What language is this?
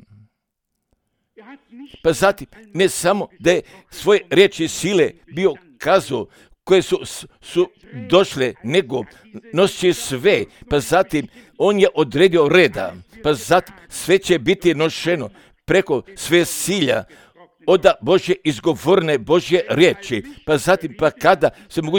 Croatian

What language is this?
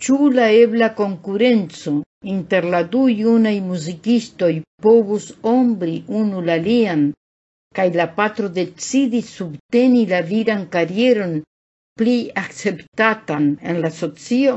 Esperanto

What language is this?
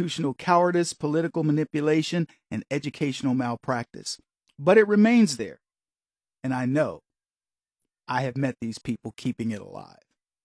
English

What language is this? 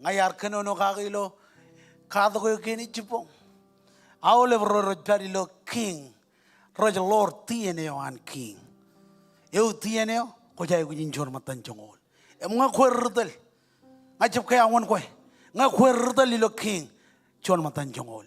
Marshallese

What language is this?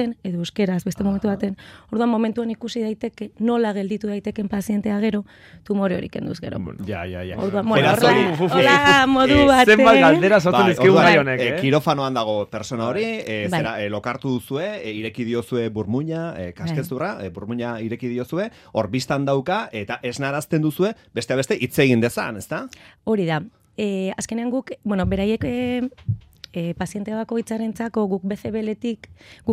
Basque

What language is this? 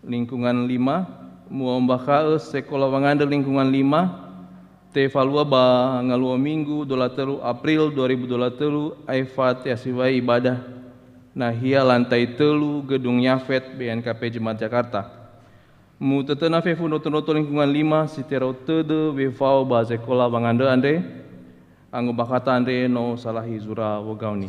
Nias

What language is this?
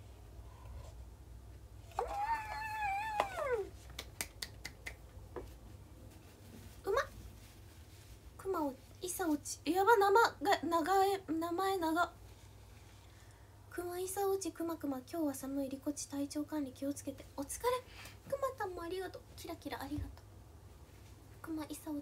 Japanese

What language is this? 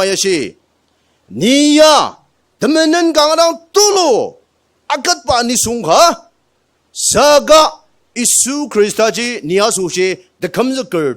Ao Naga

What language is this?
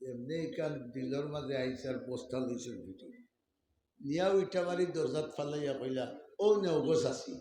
Sylheti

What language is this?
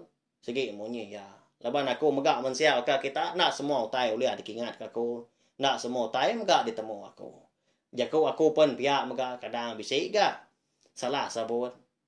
Iban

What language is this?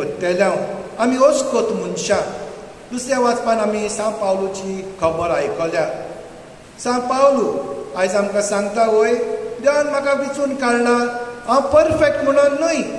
Konkani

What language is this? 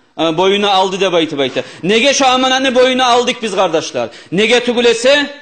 Kumyk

